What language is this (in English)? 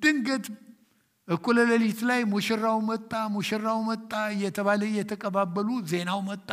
Amharic